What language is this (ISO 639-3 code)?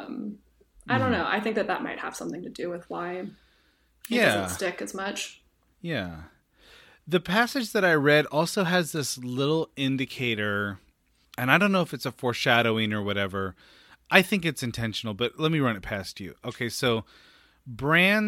eng